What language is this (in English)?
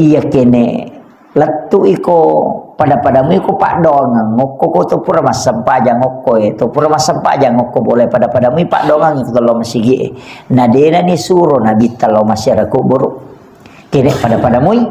Buginese